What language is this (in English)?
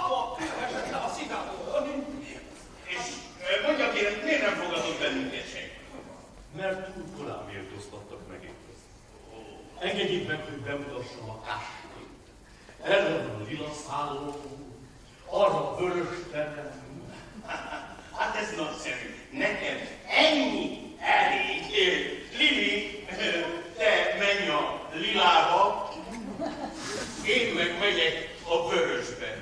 Hungarian